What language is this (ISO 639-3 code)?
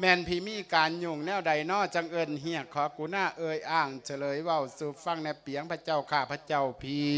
lao